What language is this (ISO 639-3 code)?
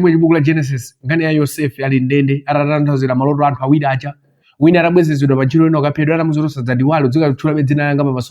nya